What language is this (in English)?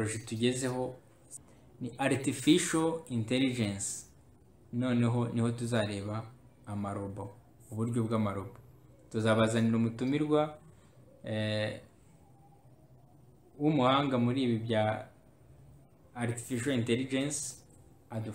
Kinyarwanda